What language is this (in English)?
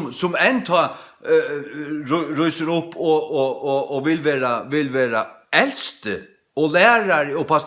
Faroese